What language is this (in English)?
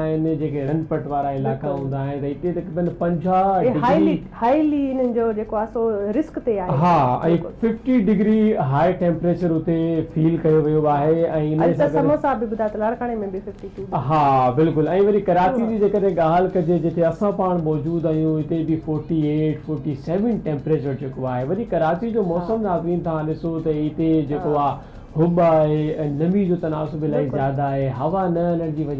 Sindhi